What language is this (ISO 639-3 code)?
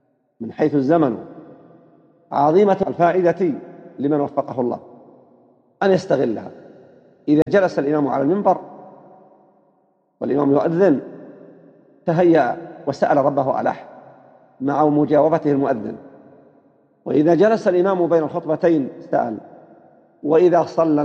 ara